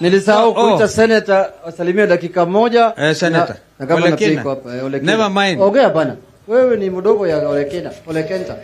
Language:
Masai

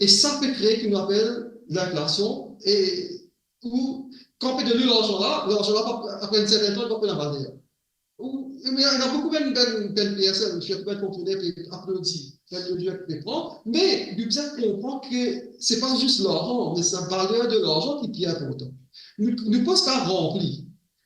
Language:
Morisyen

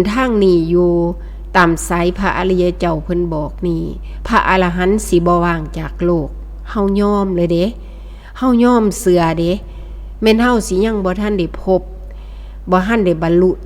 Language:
Northeastern Thai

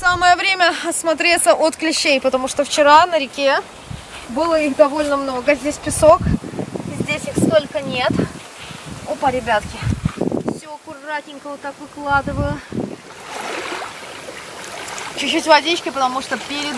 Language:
Russian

